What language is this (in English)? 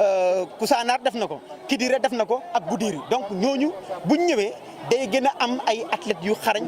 Wolof